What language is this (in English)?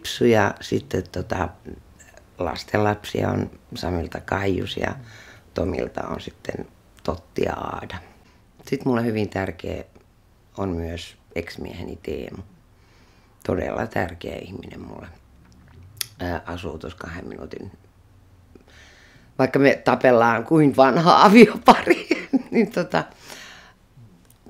Finnish